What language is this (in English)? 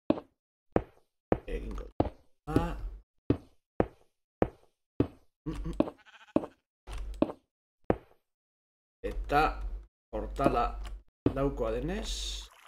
Basque